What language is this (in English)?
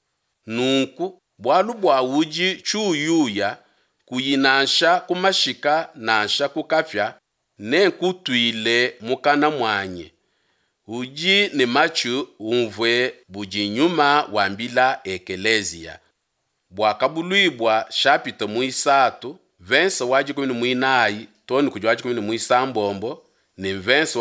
Luba-Lulua